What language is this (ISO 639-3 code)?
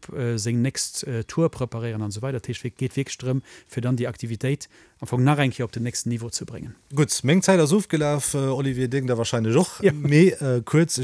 ltz